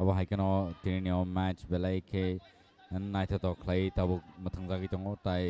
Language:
Kok Borok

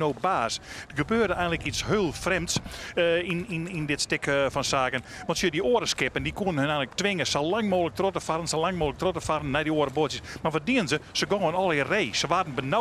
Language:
Western Frisian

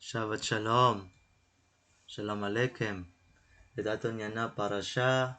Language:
Waray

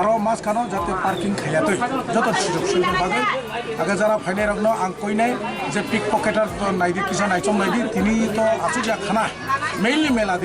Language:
Riang (India)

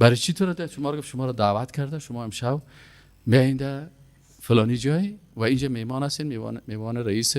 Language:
Persian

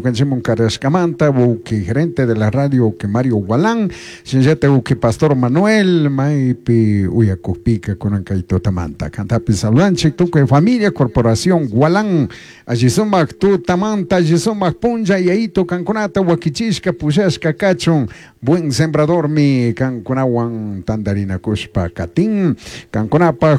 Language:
Chimborazo Highland Quichua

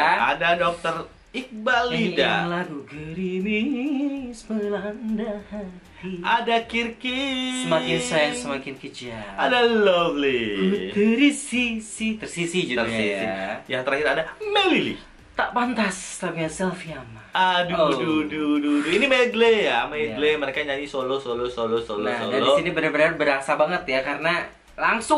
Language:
Indonesian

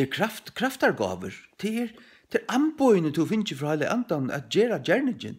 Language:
Faroese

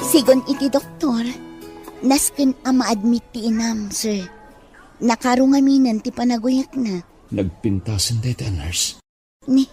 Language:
Iloko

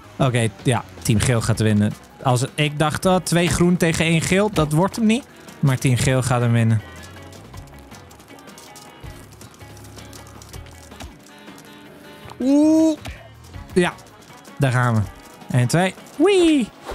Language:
Dutch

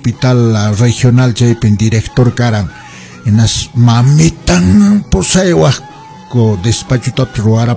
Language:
Quechua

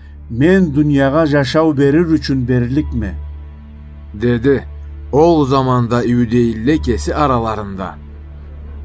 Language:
Karachay-Balkar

